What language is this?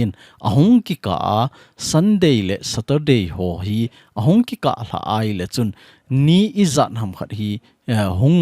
Thado Chin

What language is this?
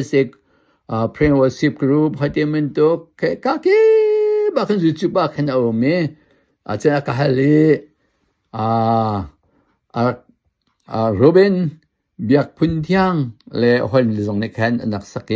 Hakha Chin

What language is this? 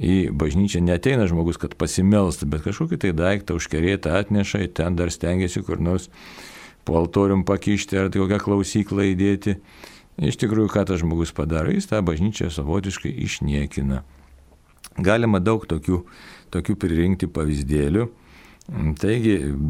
Lithuanian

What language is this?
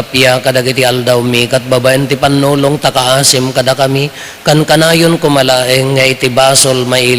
Iloko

